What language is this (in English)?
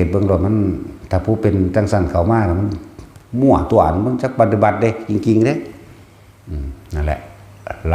Northeastern Thai